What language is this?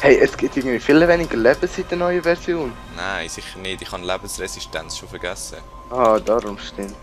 Swiss German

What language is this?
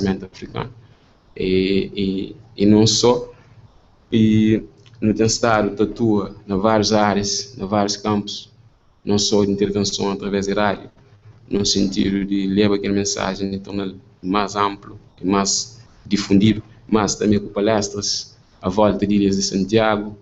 Kabuverdianu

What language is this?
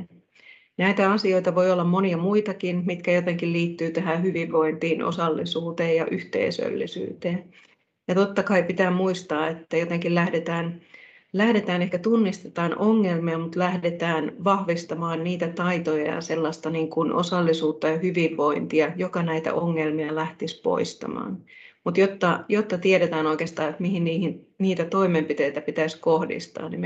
Finnish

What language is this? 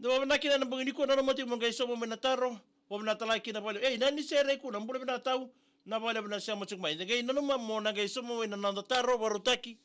Fijian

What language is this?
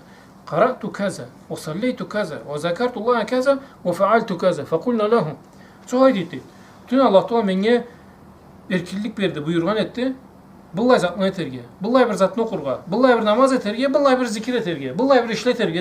Karachay-Balkar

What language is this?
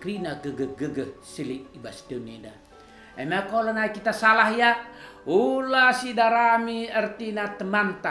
Batak Karo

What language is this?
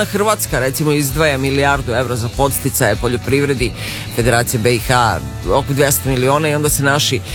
Serbian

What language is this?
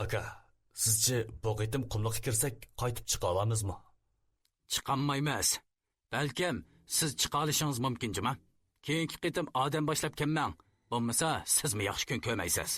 Uyghur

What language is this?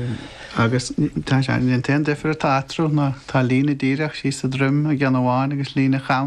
Irish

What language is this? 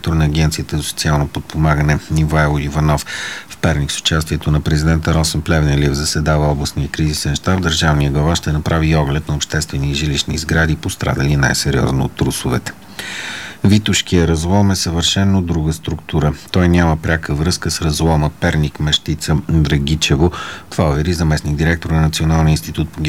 Bulgarian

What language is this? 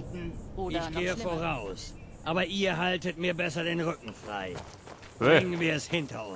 Bavarian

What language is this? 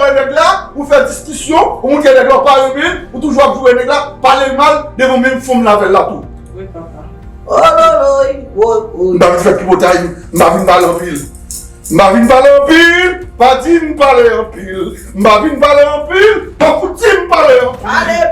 Haitian Creole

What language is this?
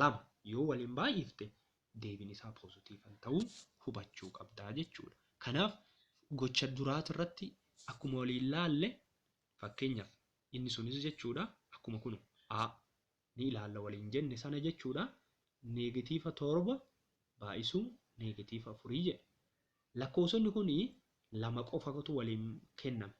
Oromo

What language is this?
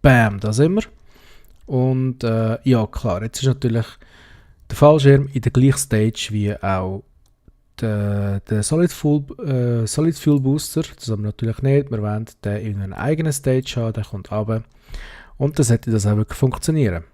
Swiss German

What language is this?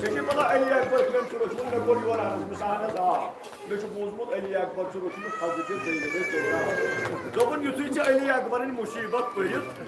Kashmiri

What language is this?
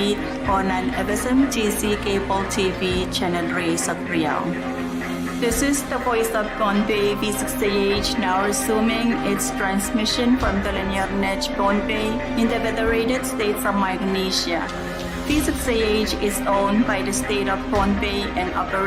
Pohnpeian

